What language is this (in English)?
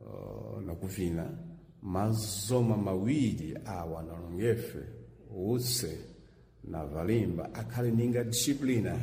Sena